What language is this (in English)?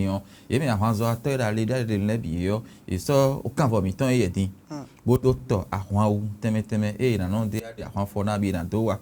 Fon